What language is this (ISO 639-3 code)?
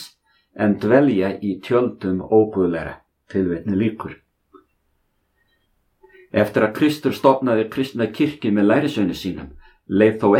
isl